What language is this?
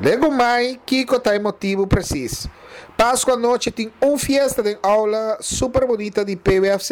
Papiamento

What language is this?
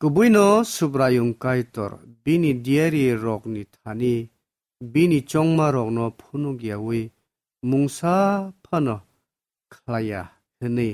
Kok Borok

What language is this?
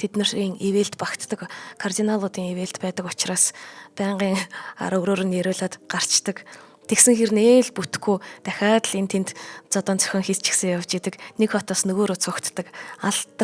Mongolian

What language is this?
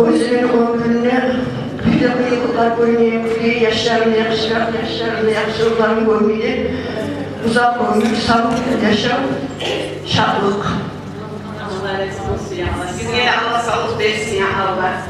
Kumyk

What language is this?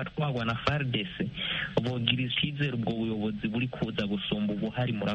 Kinyarwanda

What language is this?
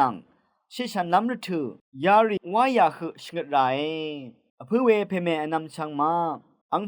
Rawang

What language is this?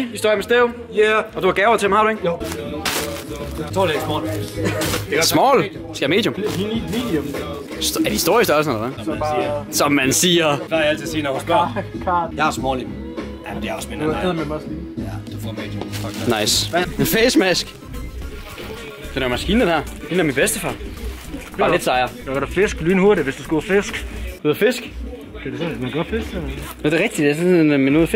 Danish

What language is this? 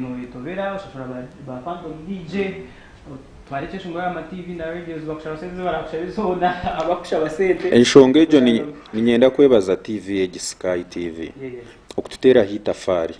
Nyankole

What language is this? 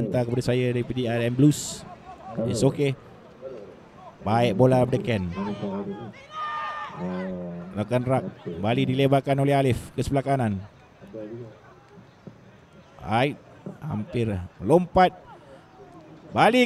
Malay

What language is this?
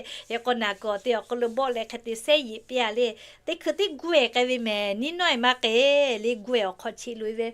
Lahu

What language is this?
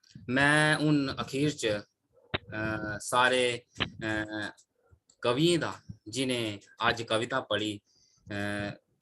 Dogri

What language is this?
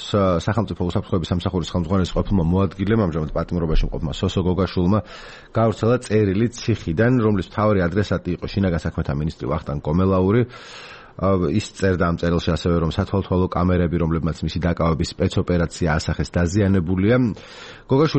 Georgian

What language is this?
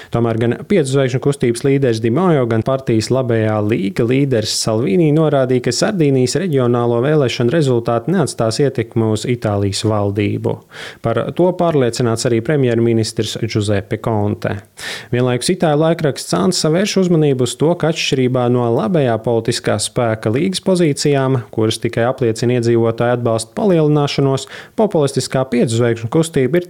Latvian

